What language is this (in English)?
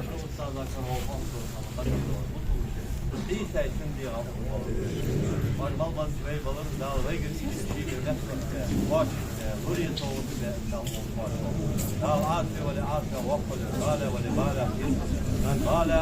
Ingush